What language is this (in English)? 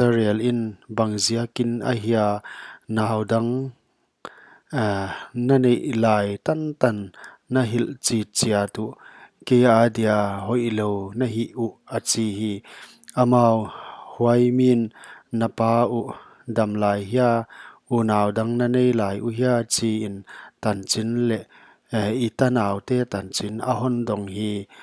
Paite Chin